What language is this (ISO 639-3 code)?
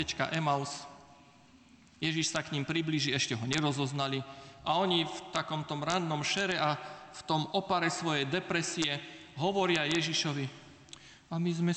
slk